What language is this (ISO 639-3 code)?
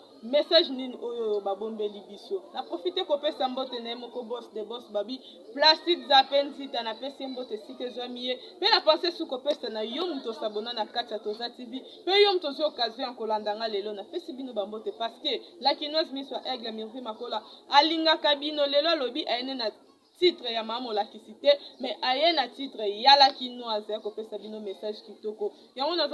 lin